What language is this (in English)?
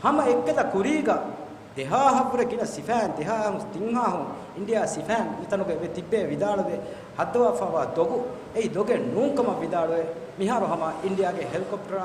Divehi